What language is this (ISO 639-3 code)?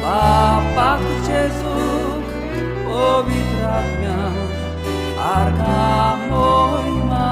kok